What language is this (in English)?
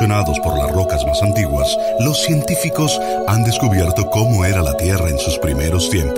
Spanish